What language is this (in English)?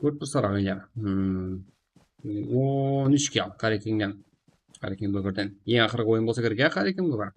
Kara-Kalpak